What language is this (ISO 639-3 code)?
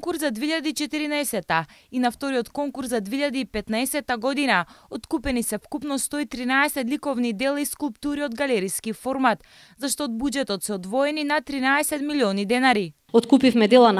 mkd